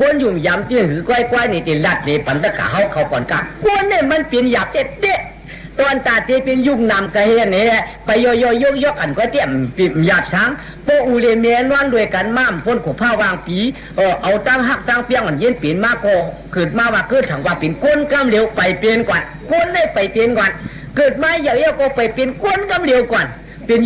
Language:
Shan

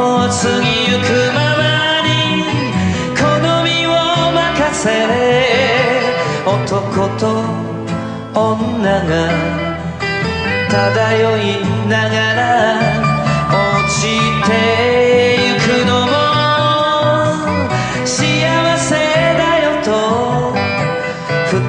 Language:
Japanese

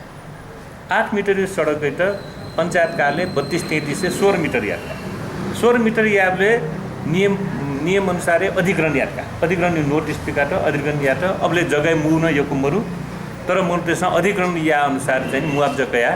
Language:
Newari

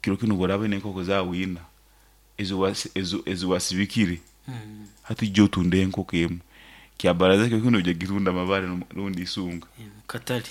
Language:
Nyoro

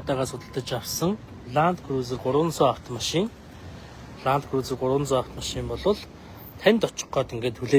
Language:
Mongolian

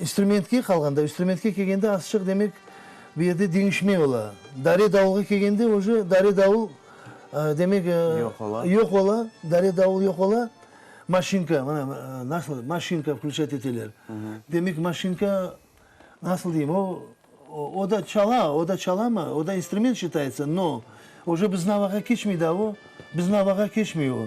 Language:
Crimean Tatar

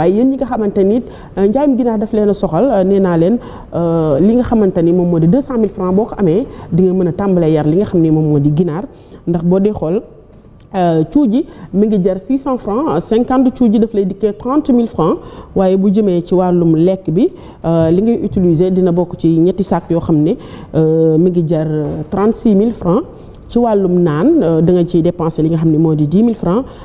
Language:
Wolof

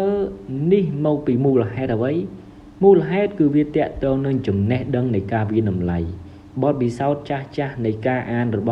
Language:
Khmer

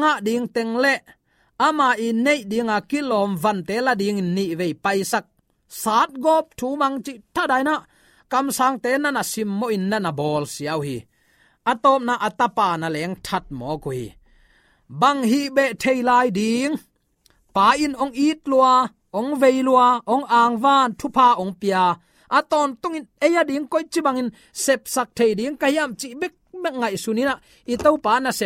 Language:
Tedim Chin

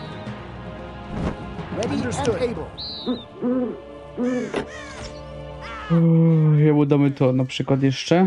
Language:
Polish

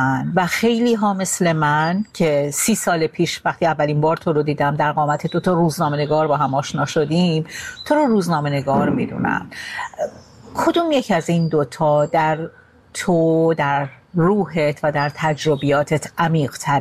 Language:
Persian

